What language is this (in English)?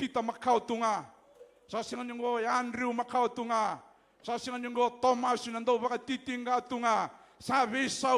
Fijian